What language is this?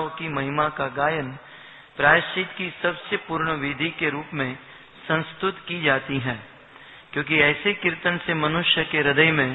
Hindi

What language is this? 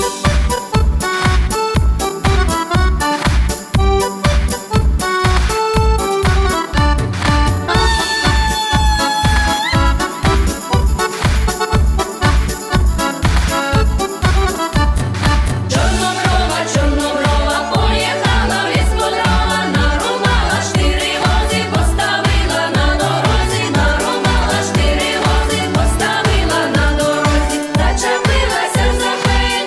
Ukrainian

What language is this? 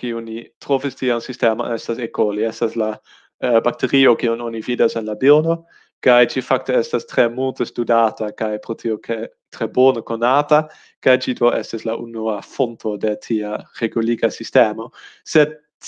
Esperanto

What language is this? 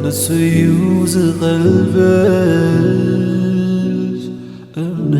Tigrinya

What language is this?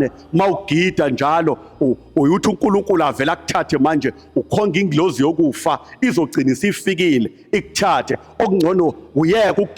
Zulu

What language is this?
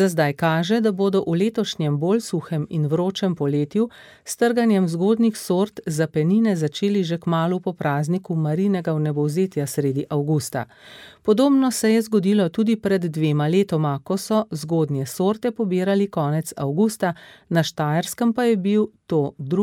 Slovenian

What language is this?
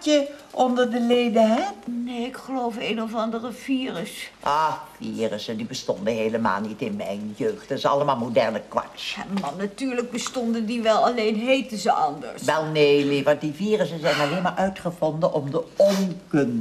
Dutch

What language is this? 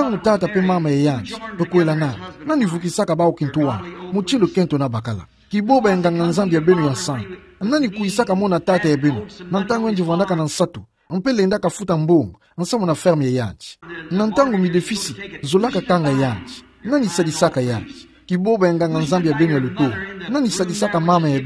Kituba (Democratic Republic of Congo)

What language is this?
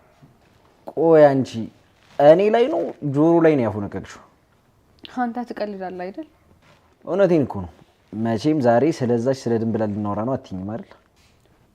Amharic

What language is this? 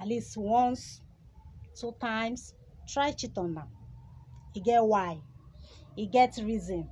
Nigerian Pidgin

